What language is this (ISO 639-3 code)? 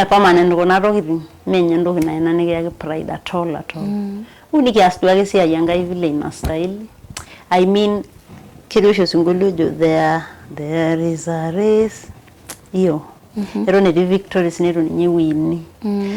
mas